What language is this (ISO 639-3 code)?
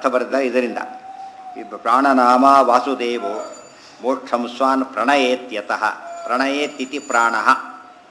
kan